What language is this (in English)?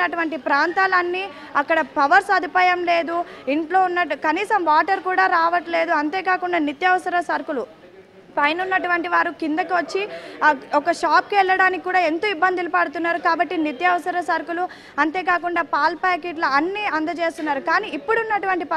Telugu